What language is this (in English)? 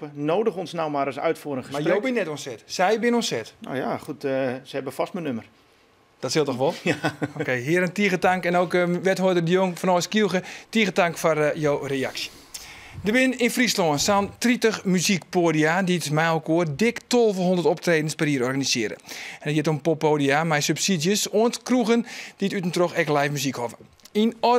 Western Frisian